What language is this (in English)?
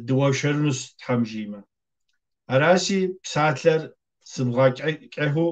Kabardian